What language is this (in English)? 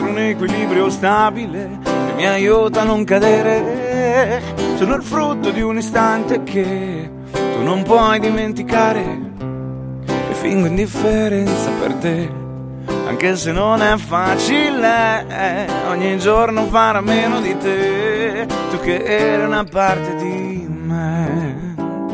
Italian